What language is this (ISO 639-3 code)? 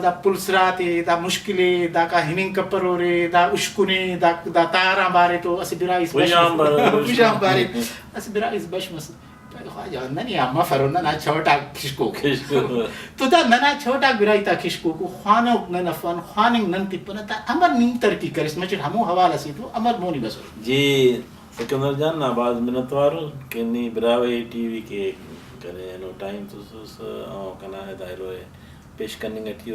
brh